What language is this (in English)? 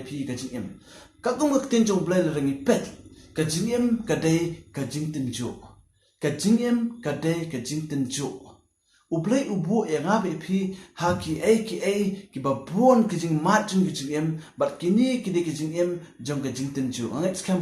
Khasi